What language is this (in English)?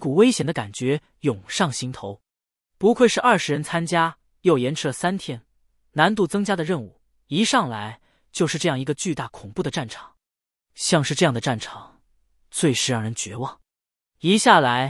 Chinese